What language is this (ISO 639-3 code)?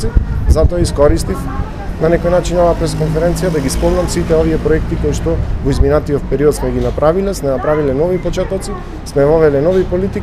mkd